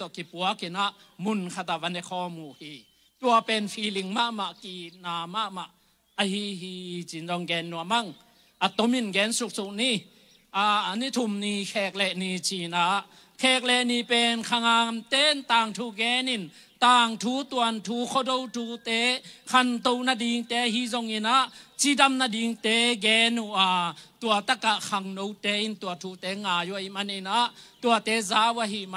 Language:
Tedim Chin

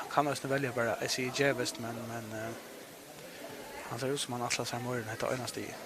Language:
Faroese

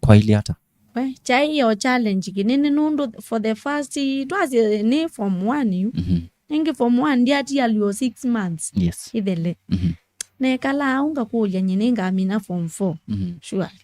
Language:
Kamba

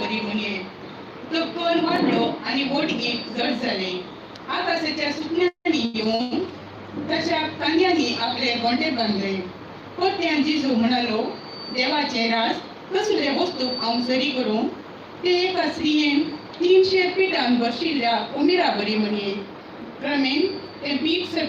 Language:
Konkani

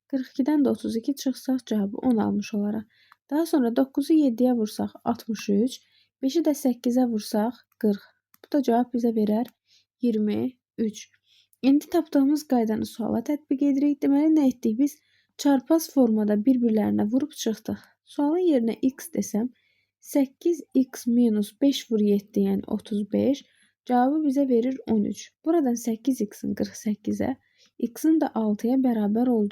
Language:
Azerbaijani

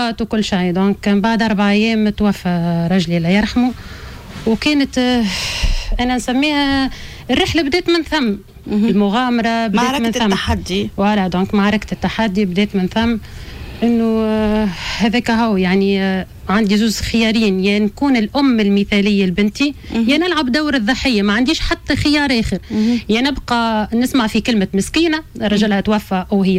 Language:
Tunisian Arabic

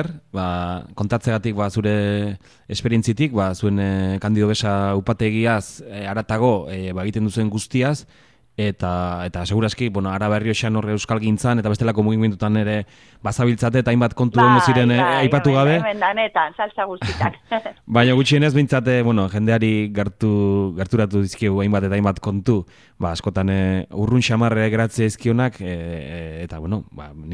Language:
Basque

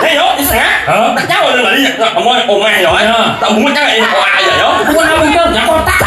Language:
Balinese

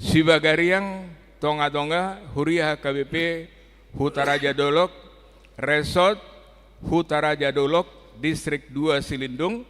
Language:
Batak Toba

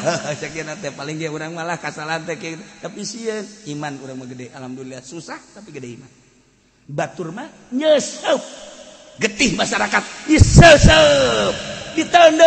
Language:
Sundanese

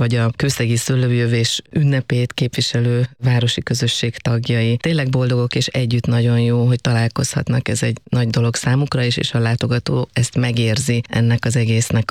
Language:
Hungarian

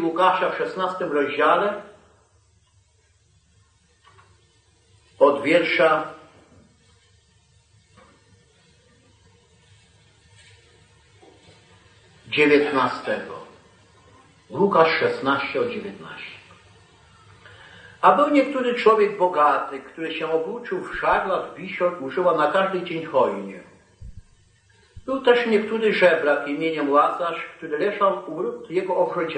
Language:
Polish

